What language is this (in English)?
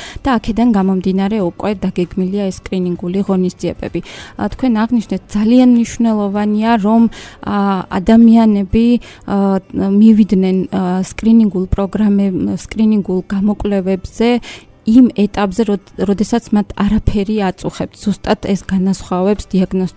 Georgian